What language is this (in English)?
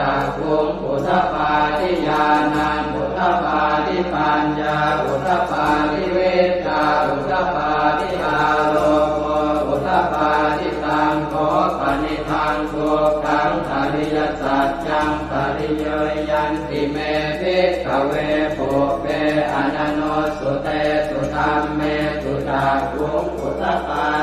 Pali